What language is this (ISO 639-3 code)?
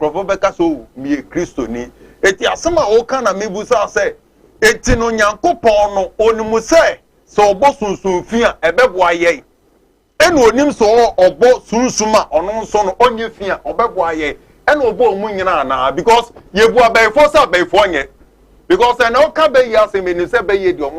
aka